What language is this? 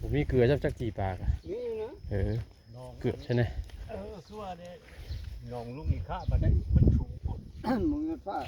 Northeastern Thai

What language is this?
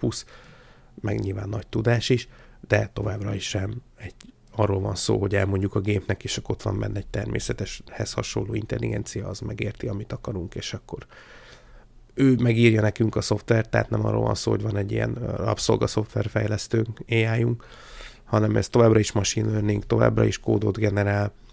Hungarian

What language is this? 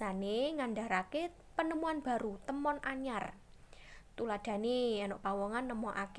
Javanese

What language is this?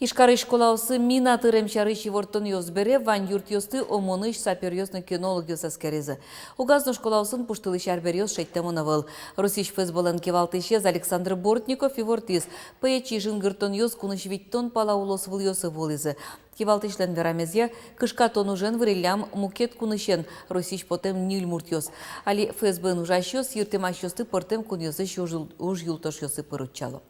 Udmurt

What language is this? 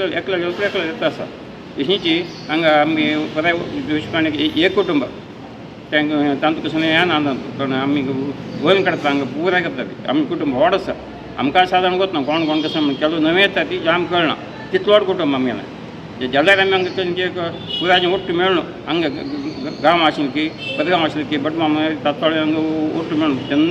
Konkani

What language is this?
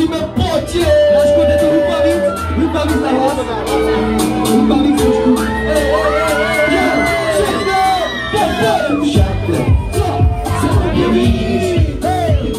Czech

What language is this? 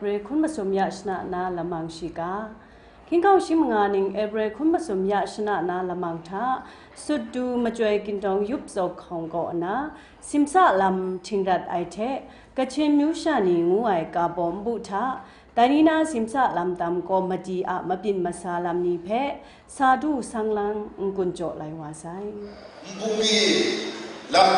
Kachin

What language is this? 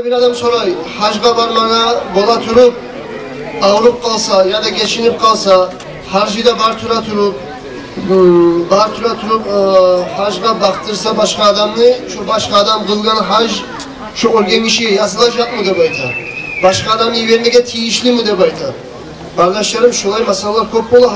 Kumyk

